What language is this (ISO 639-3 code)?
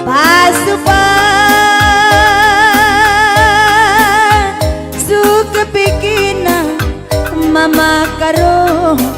btx